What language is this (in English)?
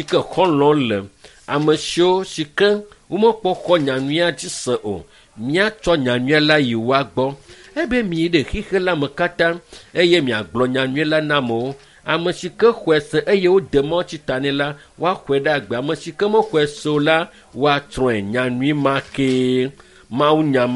Ewe